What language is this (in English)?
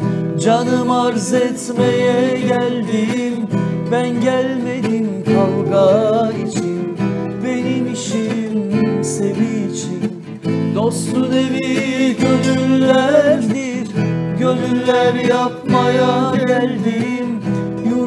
Turkish